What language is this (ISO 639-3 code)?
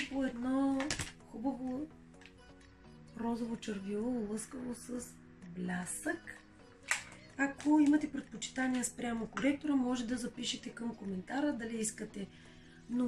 bul